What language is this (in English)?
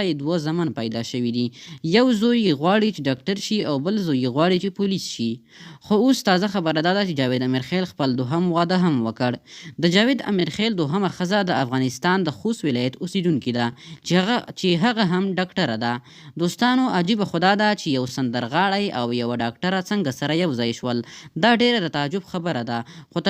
Pashto